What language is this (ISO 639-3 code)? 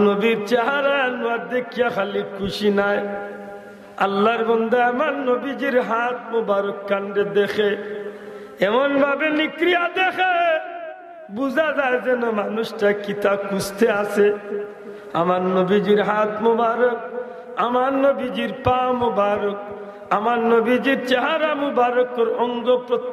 syl